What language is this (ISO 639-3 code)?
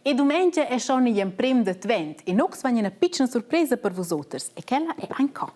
roh